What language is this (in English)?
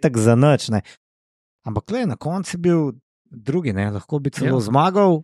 Slovenian